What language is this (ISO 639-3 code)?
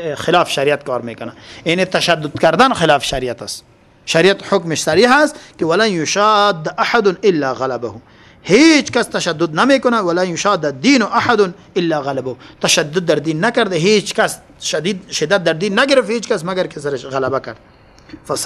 fas